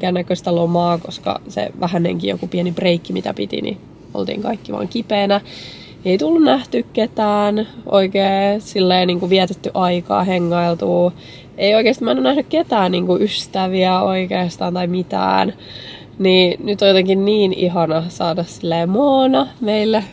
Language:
Finnish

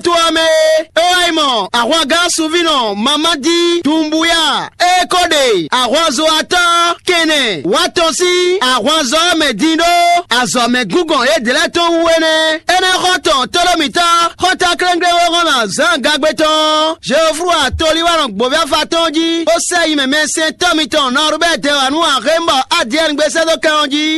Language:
Fon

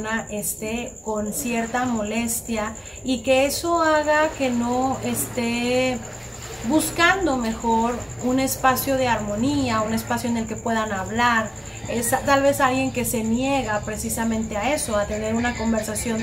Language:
Spanish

